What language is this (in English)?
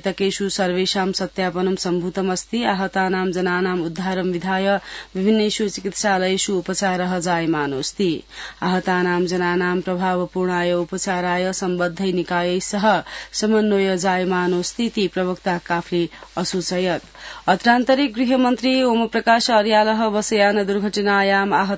Sanskrit